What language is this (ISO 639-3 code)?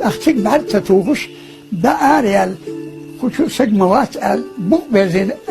che